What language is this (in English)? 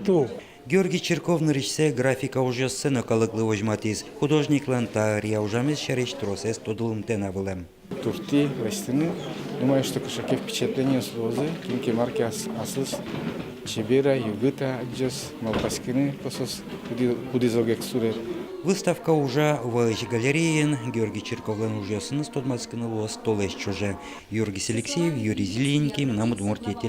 Udmurt